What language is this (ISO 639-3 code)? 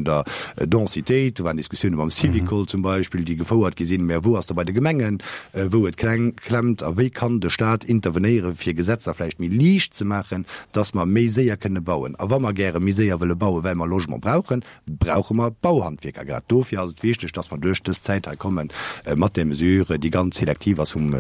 ltz